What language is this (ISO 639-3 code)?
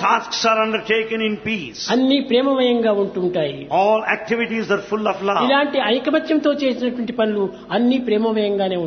tel